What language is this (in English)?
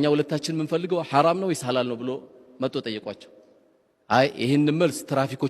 Amharic